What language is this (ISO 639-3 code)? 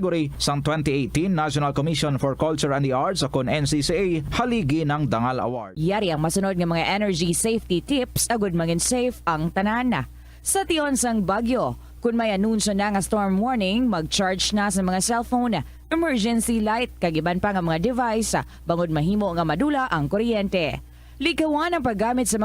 hil